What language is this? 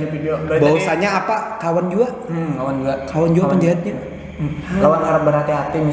Banjar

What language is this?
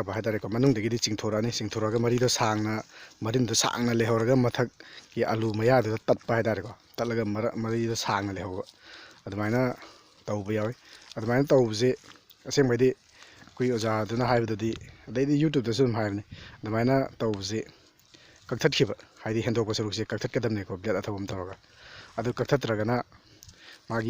Manipuri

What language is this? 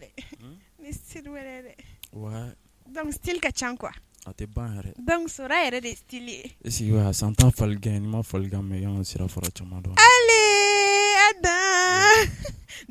Bambara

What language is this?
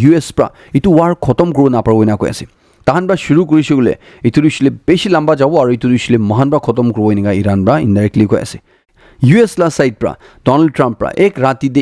Naga Pidgin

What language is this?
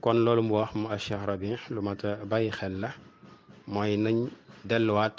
Wolof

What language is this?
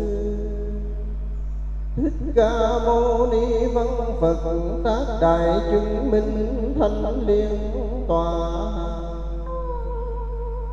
Vietnamese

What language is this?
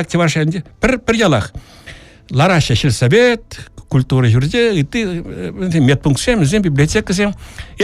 Chuvash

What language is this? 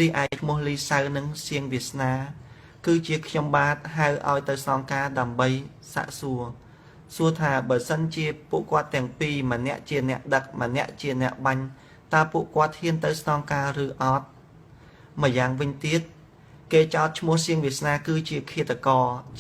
Khmer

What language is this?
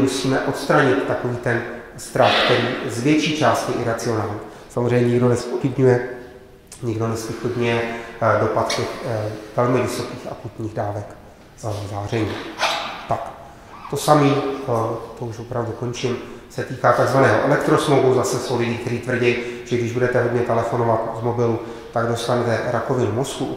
Czech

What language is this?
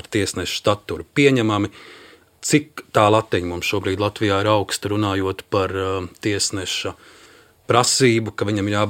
Latvian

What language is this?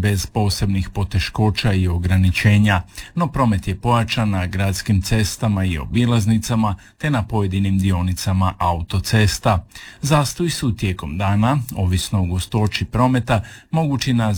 Croatian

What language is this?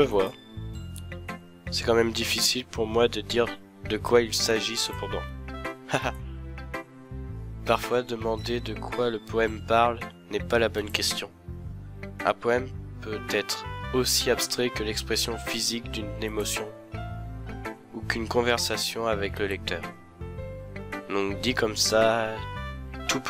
French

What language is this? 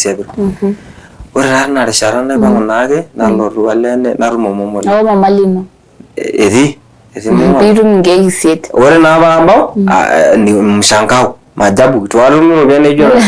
Masai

